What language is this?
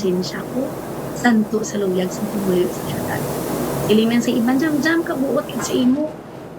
Hiligaynon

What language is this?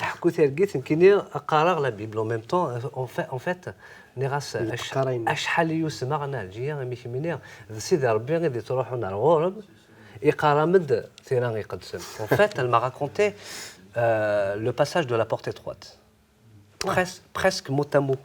Kabyle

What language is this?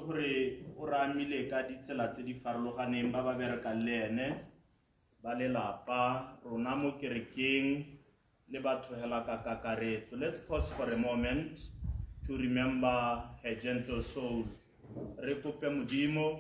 Tswana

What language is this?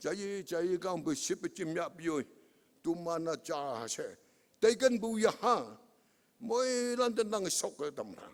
Konyak Naga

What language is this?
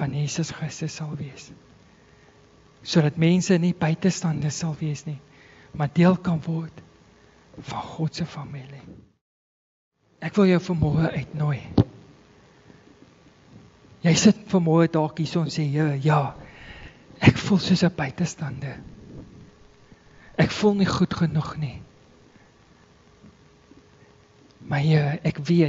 Afrikaans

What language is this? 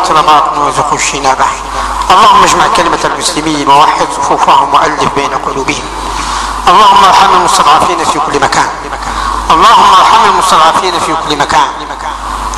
Arabic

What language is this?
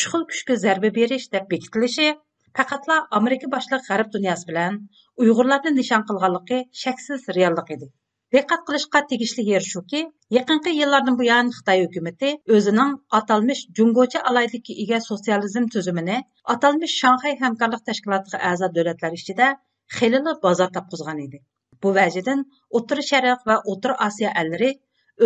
Uyghur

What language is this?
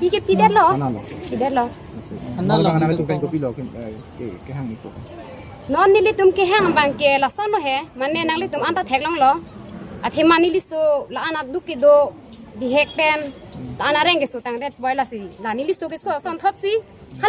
Karbi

